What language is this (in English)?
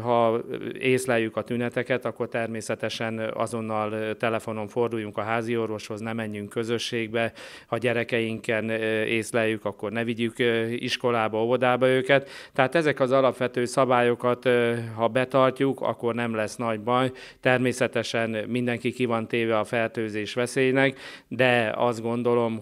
Hungarian